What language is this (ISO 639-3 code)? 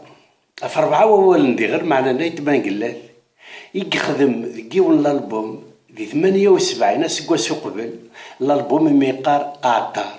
kab